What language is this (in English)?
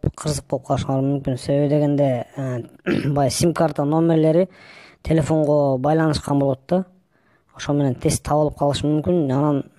Kyrgyz